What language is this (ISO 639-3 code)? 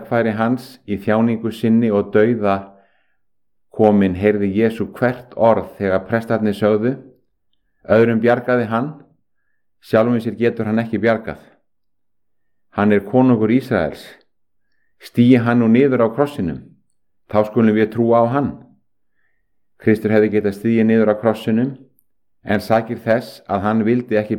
isl